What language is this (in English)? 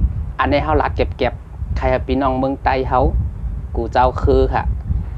Shan